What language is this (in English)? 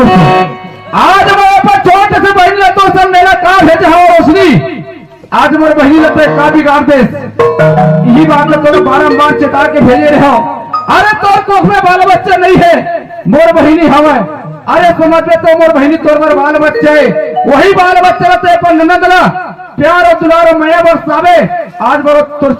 Chhattisgarhi